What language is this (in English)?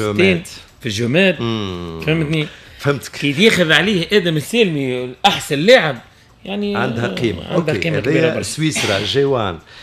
Tunisian Arabic